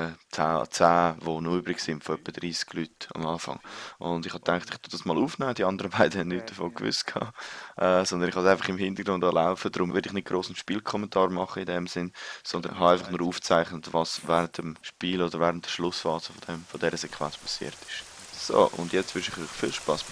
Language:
Swiss German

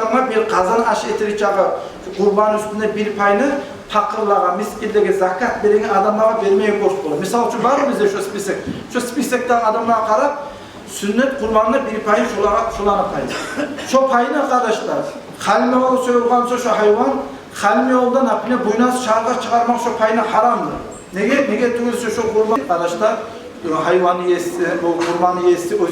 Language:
Kumyk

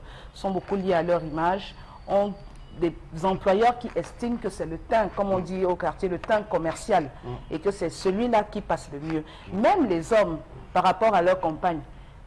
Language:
French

